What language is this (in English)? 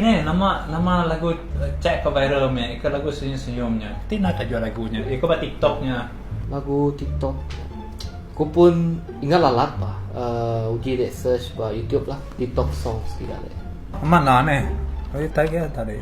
Iban